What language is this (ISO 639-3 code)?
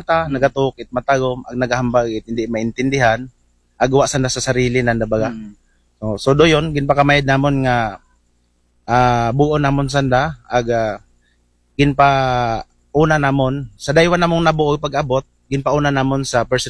akl